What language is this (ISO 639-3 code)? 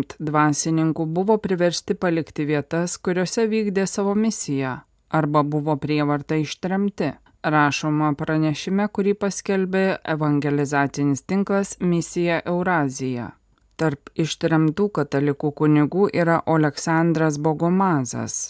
lit